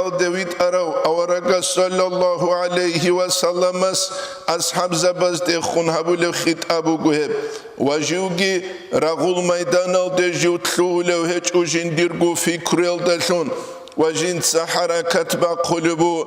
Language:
Avaric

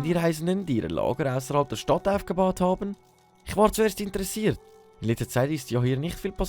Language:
Swiss German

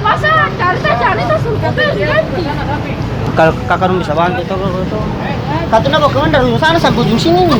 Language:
Ambonese Malay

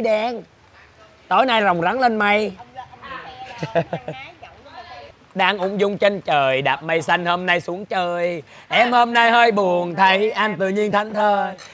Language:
Vietnamese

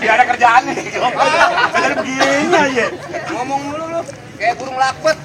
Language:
Betawi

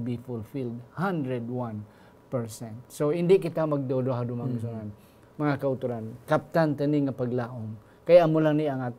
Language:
Hiligaynon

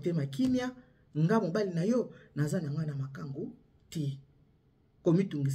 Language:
Lingala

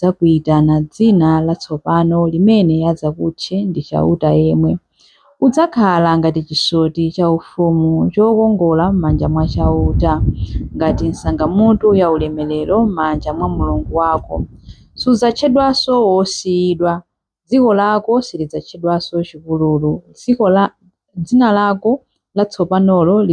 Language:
Nyanja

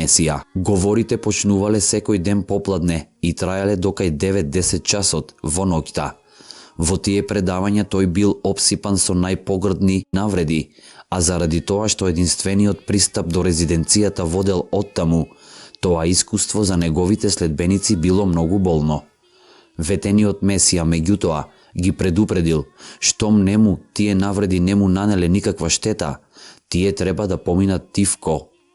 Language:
Macedonian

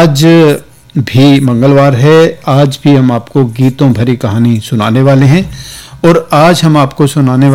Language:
Hindi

